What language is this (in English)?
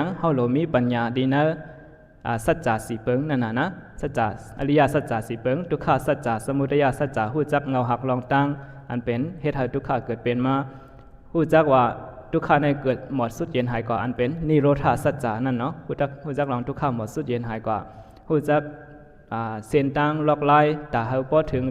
Shan